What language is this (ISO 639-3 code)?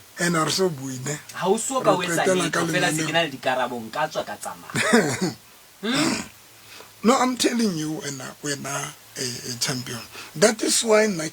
sot